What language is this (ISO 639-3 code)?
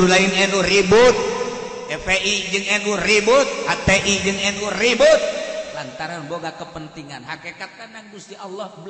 sun